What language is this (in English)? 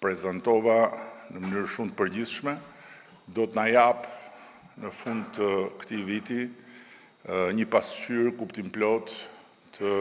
Albanian